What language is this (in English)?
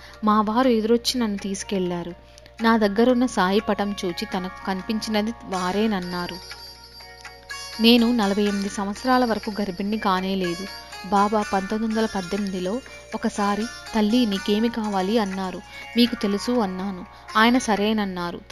Telugu